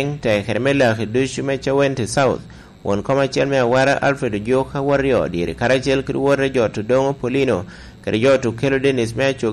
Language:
Lango (Uganda)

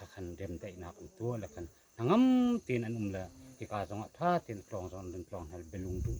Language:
Hakha Chin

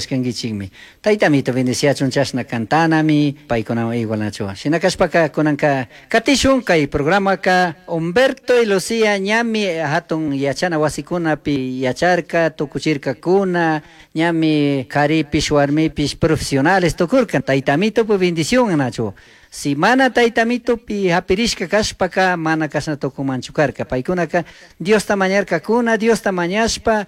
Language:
Chimborazo Highland Quichua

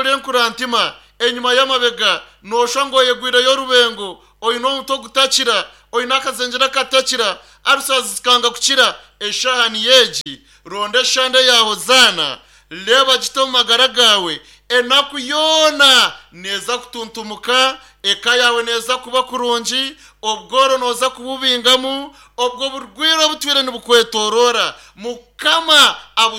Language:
Nyankole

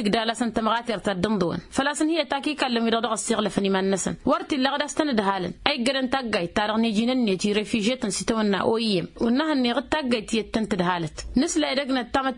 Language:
Tamasheq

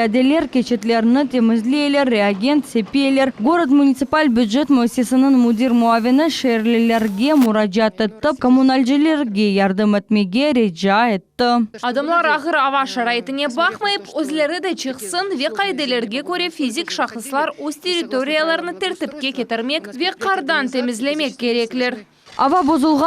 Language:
Crimean Tatar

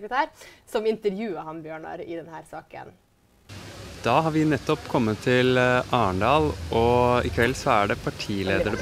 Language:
Norwegian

